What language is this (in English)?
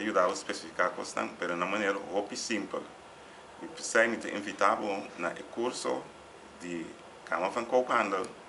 Papiamento